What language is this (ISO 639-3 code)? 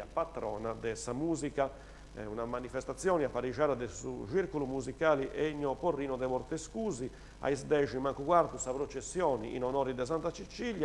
srd